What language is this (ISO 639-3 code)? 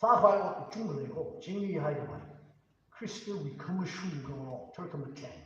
nmf